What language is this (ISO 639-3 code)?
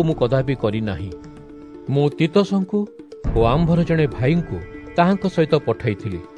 ori